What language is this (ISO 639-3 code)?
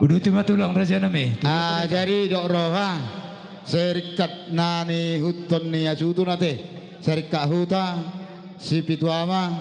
bbc